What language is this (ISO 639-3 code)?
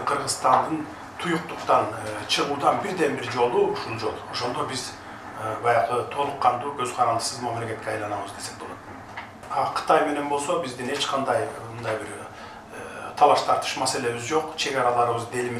kir